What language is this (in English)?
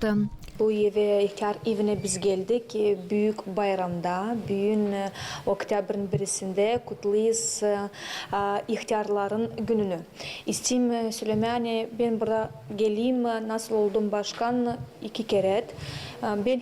Gagauz